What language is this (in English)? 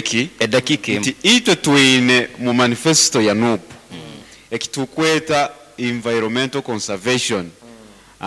Nyankole